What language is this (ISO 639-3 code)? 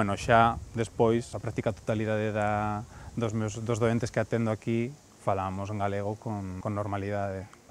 glg